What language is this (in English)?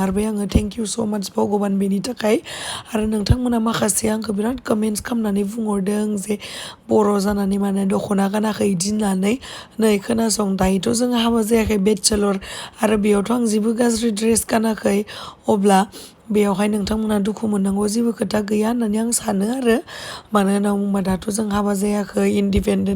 Bodo